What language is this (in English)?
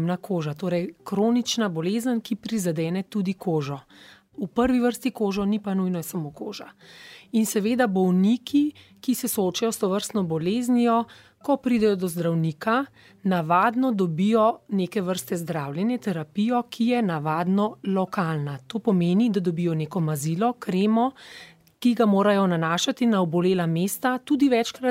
Slovenian